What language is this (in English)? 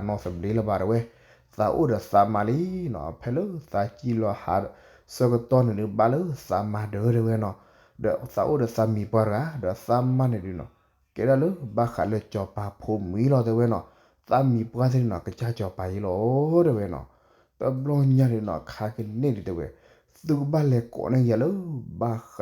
S'gaw Karen